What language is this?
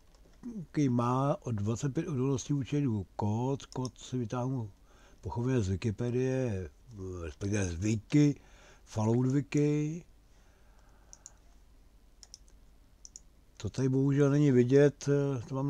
Czech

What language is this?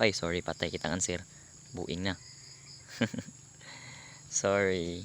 Cebuano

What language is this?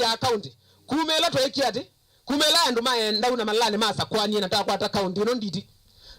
Kamba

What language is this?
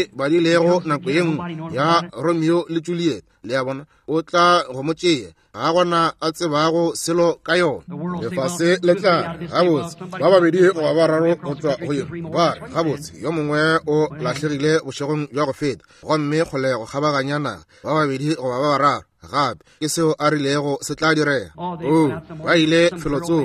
Northern Sotho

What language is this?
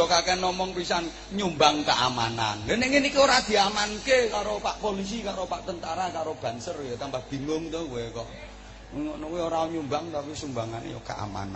Javanese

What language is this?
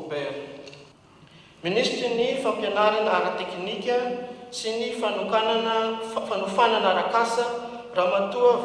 Malagasy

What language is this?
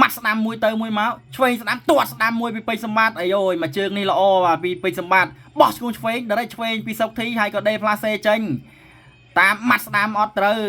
Khmer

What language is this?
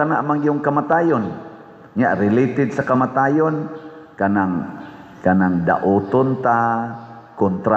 Cebuano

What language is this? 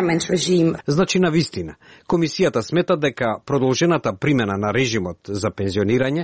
Macedonian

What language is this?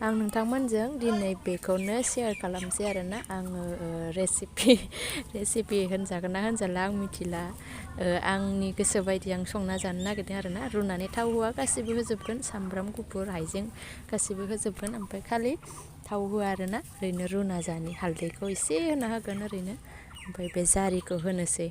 Bodo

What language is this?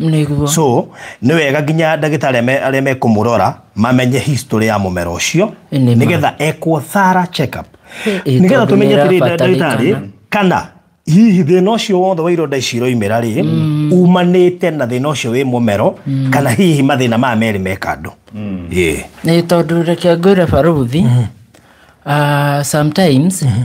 Kikuyu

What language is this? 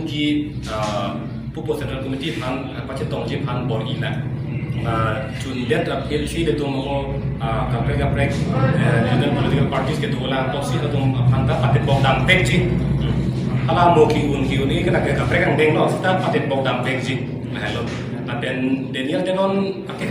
Karbi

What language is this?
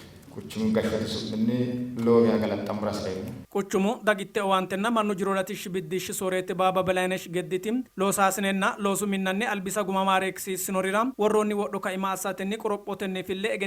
Sidamo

